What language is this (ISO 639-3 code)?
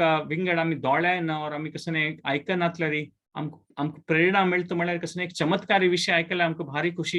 kok